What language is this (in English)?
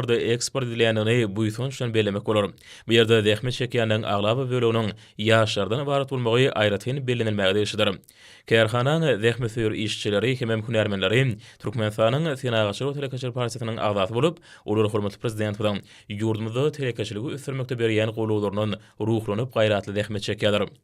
Turkmen